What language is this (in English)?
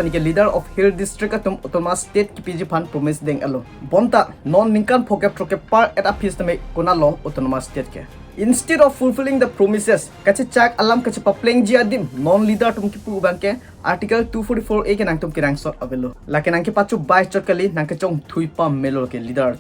Karbi